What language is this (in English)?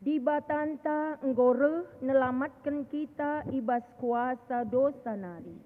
Batak Karo